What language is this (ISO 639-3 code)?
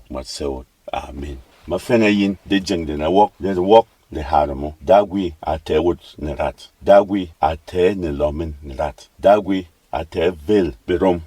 bom